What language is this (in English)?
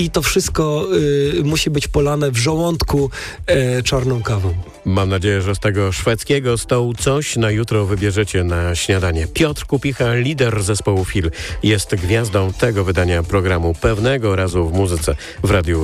Polish